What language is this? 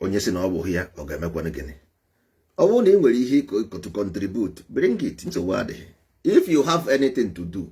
Igbo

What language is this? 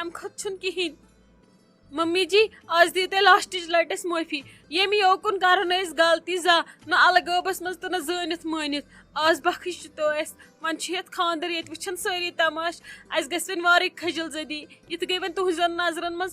Kashmiri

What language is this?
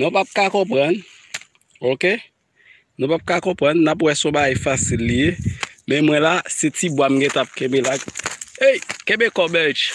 Haitian Creole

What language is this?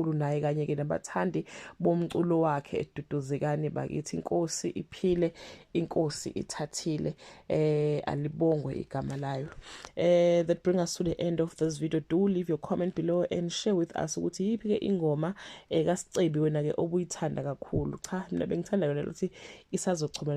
Zulu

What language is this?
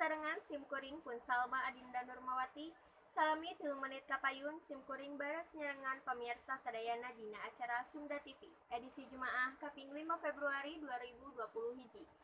Sundanese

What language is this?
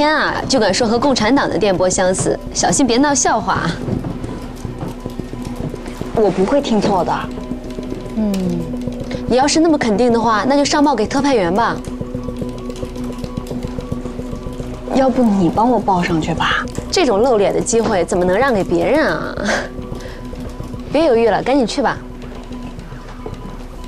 Chinese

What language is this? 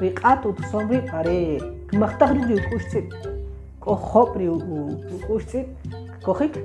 Kʼicheʼ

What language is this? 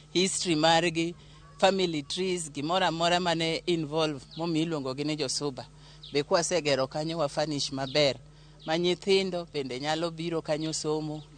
Luo (Kenya and Tanzania)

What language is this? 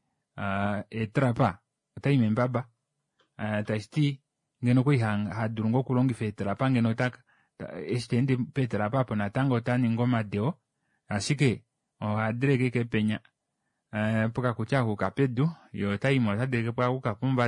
Kuanyama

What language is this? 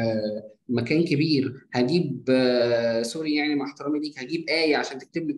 Egyptian Arabic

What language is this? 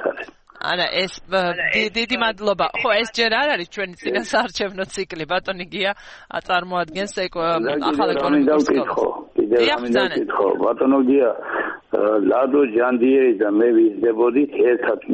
Georgian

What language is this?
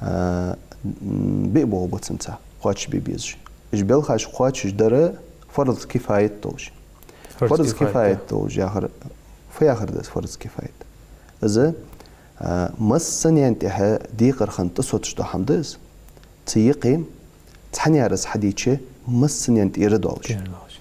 Ingush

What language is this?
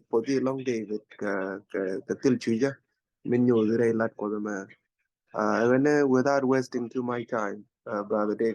Nuer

